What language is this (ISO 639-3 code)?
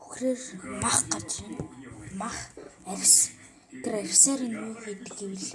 mon